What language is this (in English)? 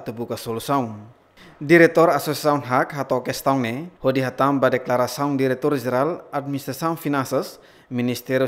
Tetum